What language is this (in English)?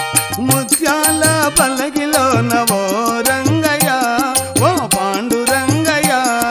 Telugu